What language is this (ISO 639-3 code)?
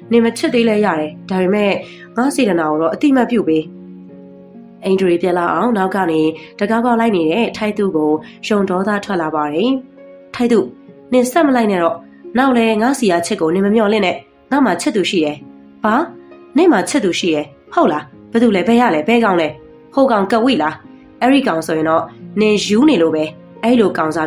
mya